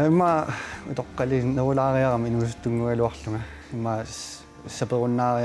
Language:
Kalaallisut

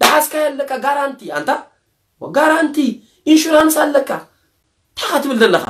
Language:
Tigrinya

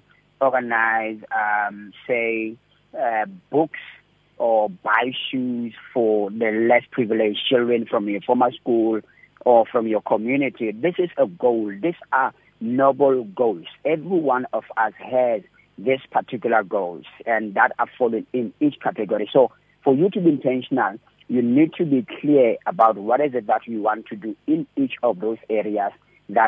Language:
English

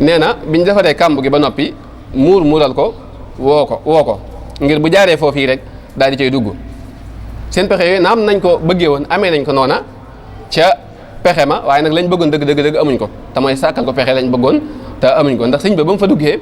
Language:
Wolof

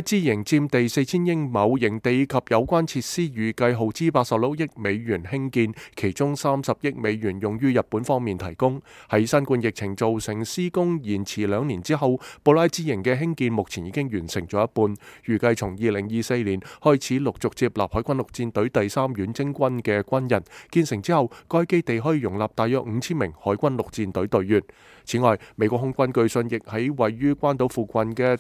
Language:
Cantonese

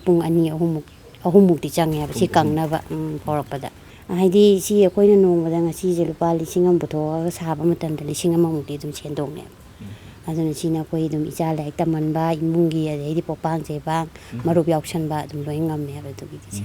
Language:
Manipuri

